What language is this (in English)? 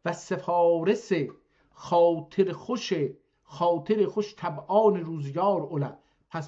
South Azerbaijani